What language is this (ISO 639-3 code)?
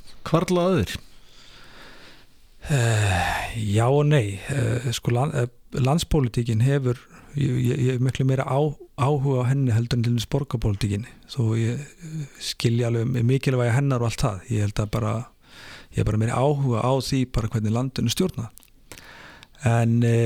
isl